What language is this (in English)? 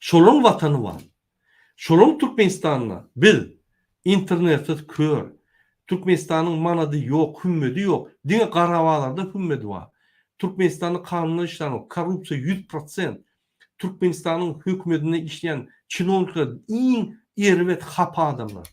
Turkmen